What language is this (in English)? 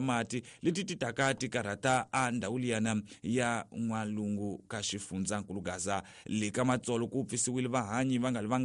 Tsonga